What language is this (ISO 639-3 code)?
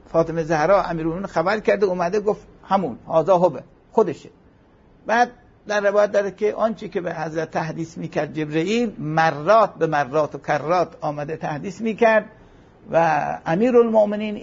fas